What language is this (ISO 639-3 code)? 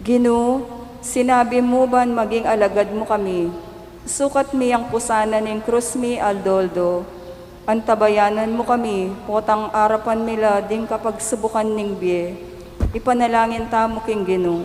pam